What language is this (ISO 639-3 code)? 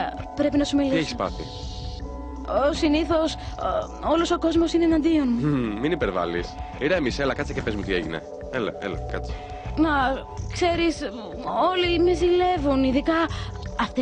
ell